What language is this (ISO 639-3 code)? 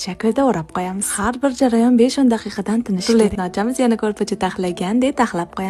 uzb